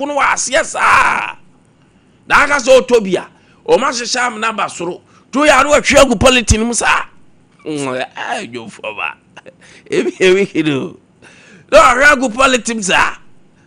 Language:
Akan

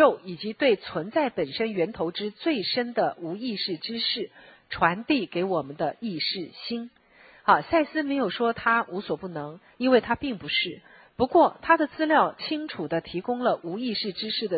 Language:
Chinese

